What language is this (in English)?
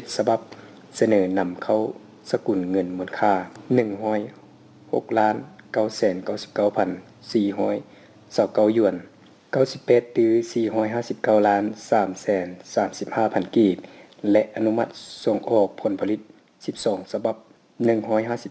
Lao